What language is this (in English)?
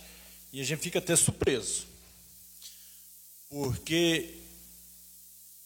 Portuguese